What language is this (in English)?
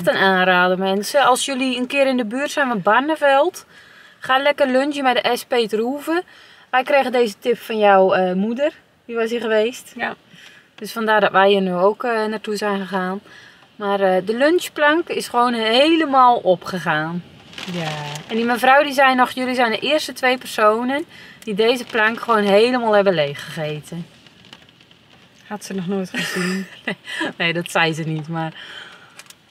Dutch